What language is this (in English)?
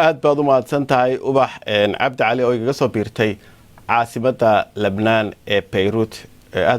Somali